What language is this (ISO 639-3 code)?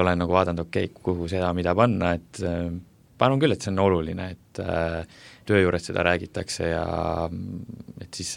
est